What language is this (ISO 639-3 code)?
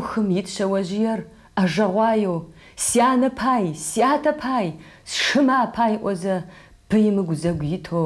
ady